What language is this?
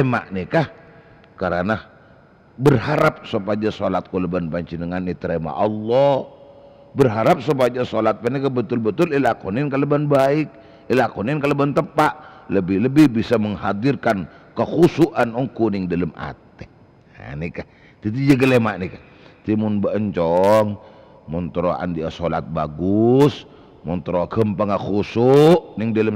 Madurese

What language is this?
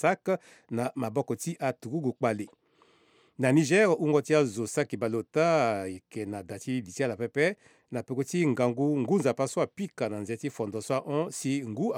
Sango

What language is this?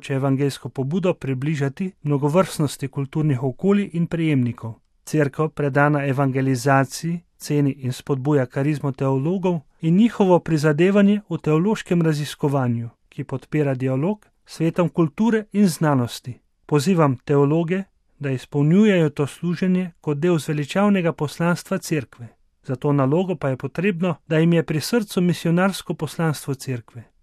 Slovenian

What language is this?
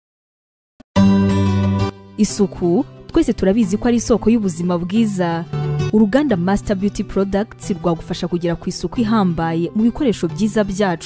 Kinyarwanda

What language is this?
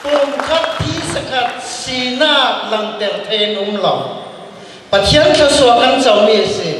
Falam Chin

